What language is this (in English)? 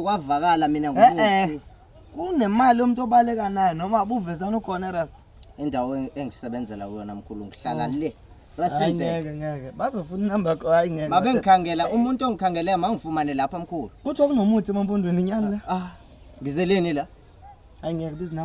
Zulu